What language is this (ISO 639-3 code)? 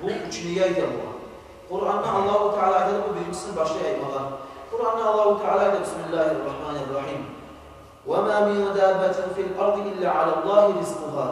kum